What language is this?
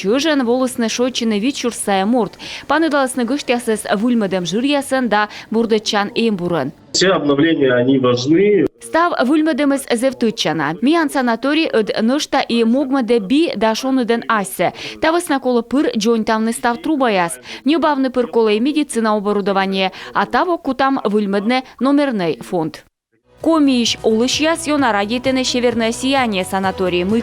Komi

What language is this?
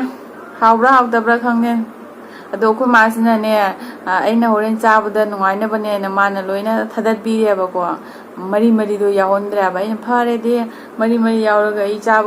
Manipuri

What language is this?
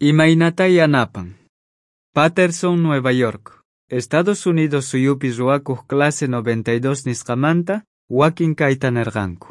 South Bolivian Quechua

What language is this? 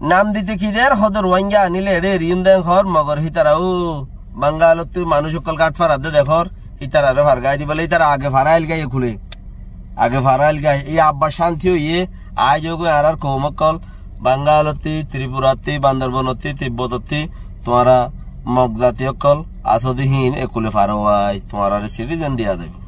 Rohingya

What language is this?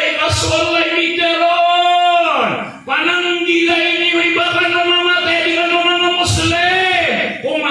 Maranao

